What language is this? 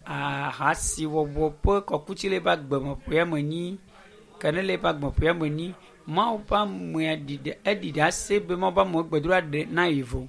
Ewe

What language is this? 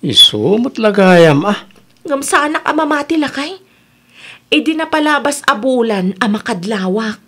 Iloko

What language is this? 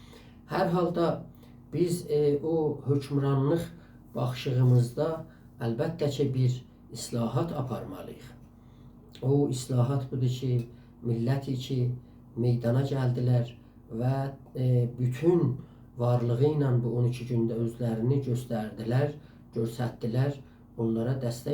South Azerbaijani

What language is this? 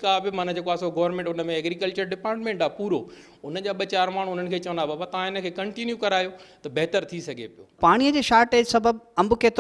Sindhi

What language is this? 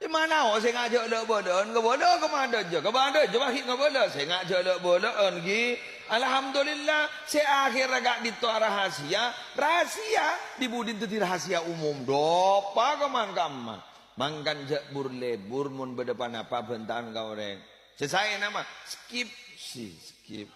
Madurese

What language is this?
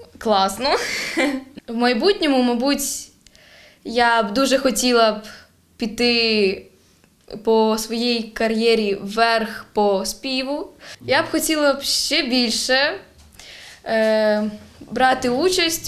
Ukrainian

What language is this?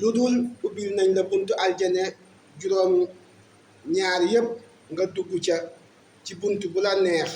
Wolof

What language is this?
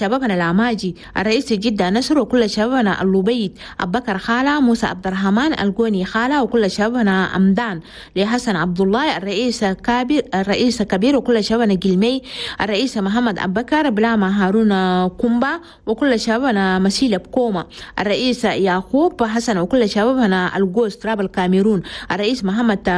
Chadian Arabic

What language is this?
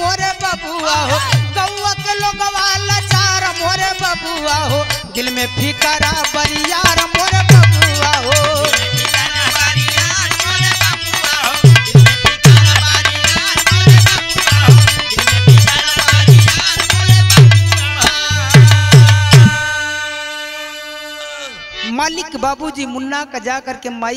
Bhojpuri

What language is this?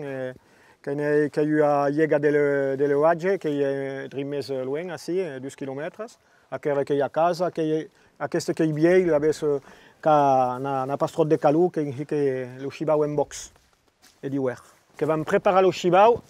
Occitan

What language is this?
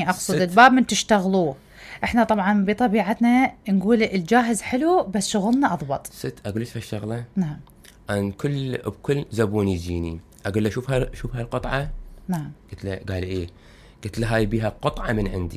Mesopotamian Arabic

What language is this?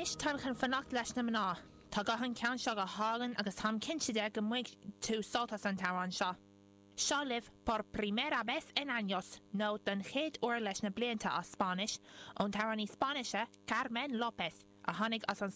Irish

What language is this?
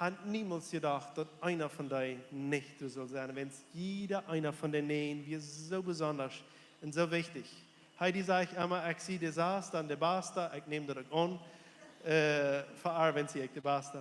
Plautdietsch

